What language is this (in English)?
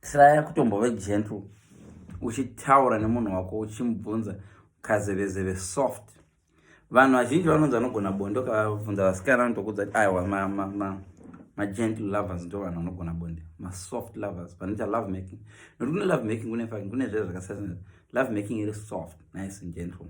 Shona